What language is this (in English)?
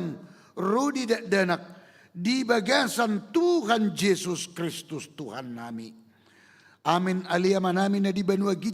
Batak Toba